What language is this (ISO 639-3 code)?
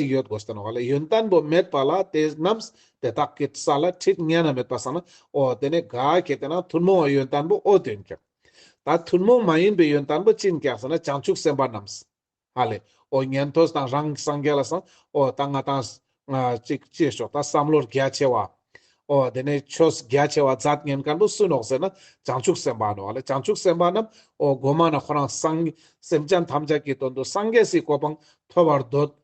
lbj